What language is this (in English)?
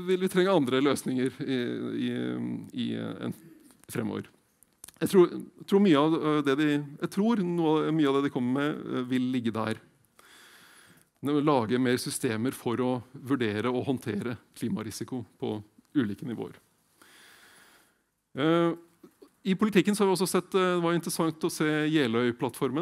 Norwegian